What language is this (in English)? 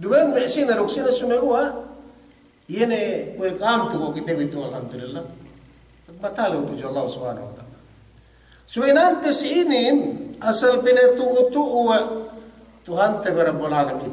Yakan